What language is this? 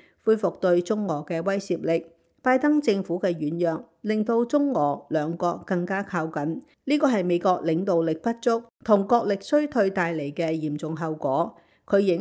Cantonese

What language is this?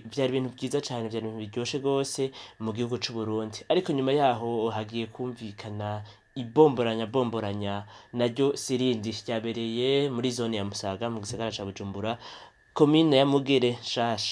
Rundi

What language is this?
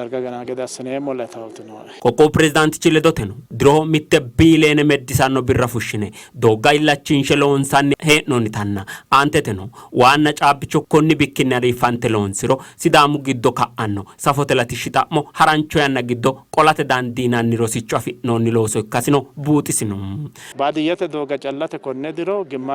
Sidamo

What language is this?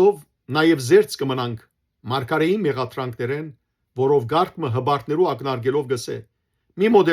Western Armenian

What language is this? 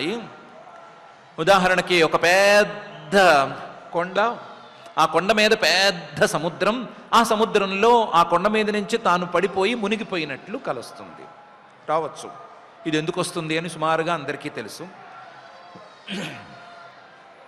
Telugu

